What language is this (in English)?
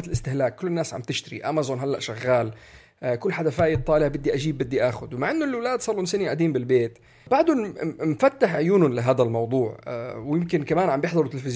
North Levantine Arabic